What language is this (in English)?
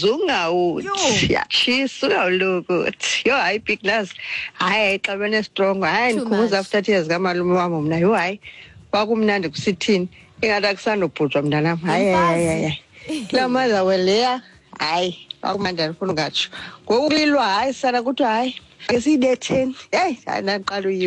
Xhosa